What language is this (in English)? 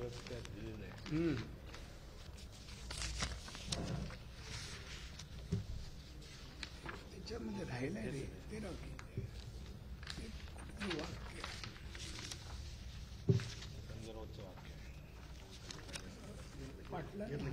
Marathi